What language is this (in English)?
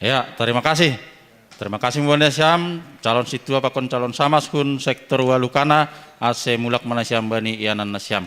Batak Simalungun